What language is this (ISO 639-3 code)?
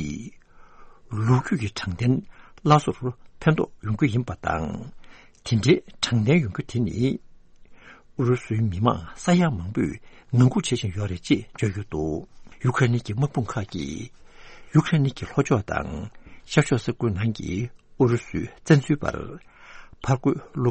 bod